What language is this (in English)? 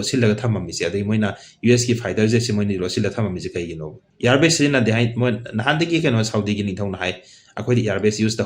Manipuri